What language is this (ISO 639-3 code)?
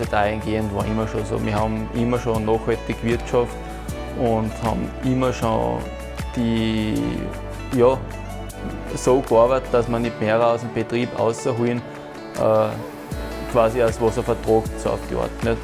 bar